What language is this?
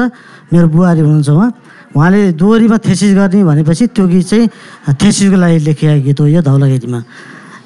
Nepali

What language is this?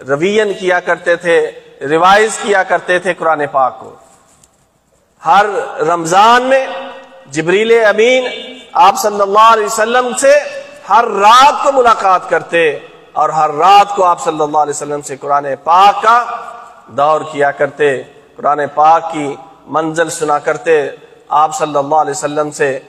Urdu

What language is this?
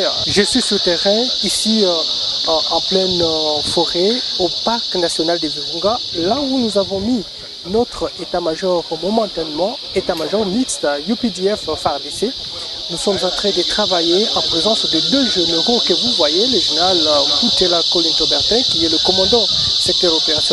French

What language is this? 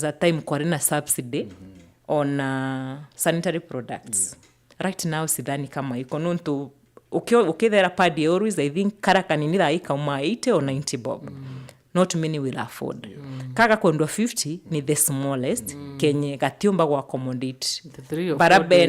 Meru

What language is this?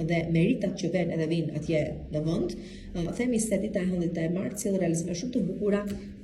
Albanian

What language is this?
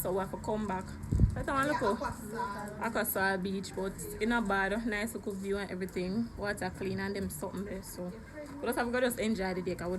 Jamaican Creole English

